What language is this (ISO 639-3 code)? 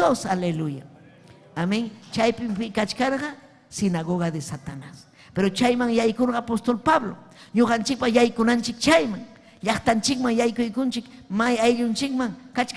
quy